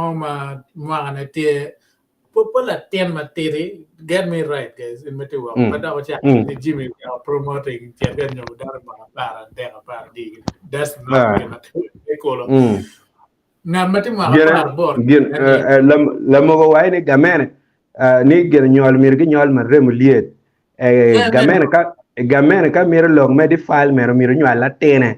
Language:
Acoli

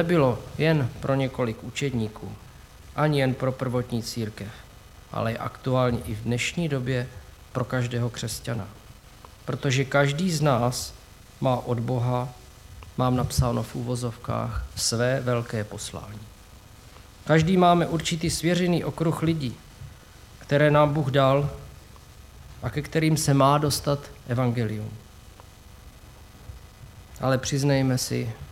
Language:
Czech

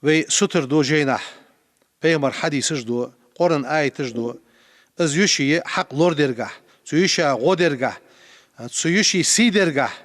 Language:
Ingush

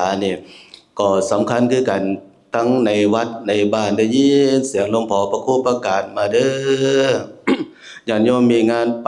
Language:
Northeastern Thai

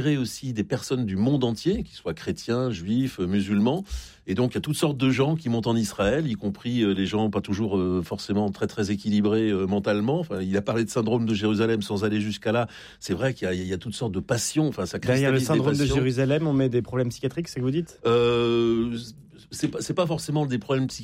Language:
French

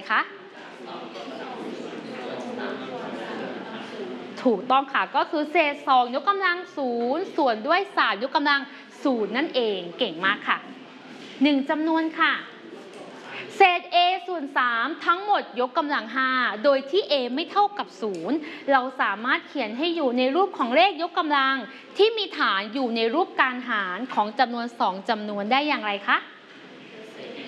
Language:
Thai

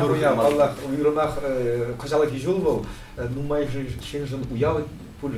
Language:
Chuvash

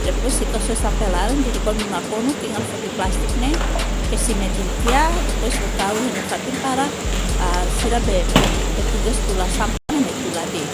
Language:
Tetum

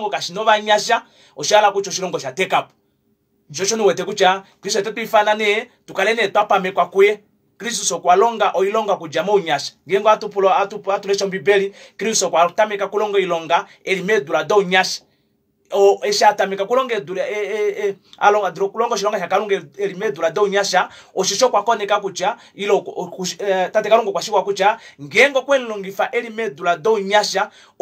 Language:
Kuanyama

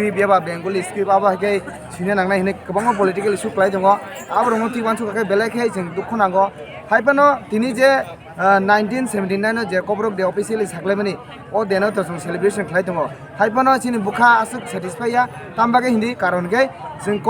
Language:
Kok Borok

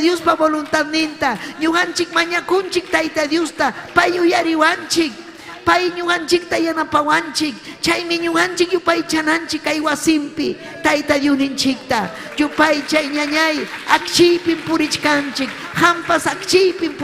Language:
Ayacucho Quechua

